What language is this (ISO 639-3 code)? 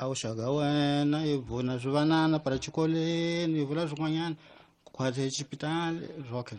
tso